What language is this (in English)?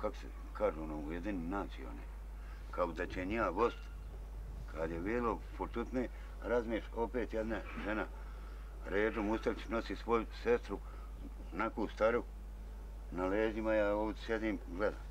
Bosnian